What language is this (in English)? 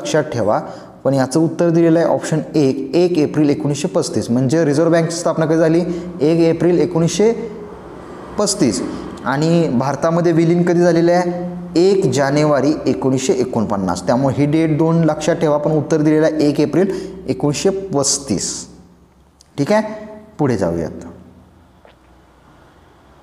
Marathi